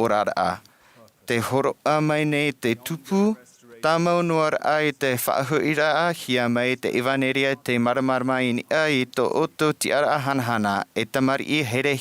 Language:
Tahitian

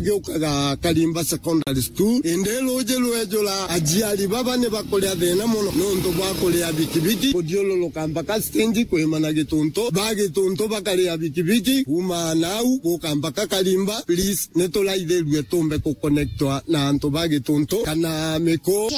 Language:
Meru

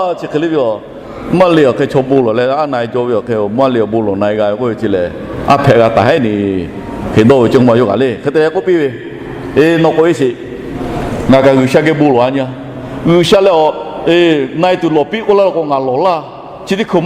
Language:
Lahu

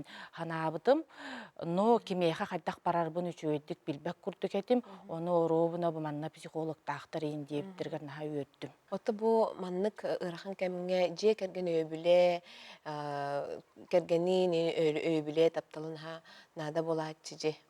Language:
Yakut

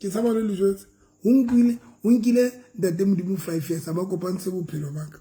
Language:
Southern Sotho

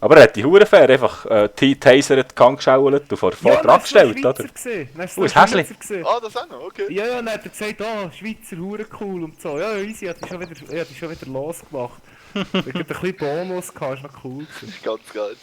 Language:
Swiss German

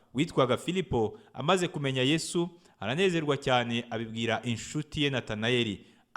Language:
Kinyarwanda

